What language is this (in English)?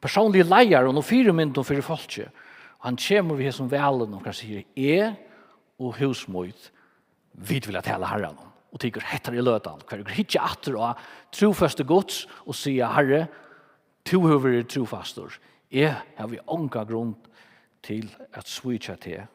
Faroese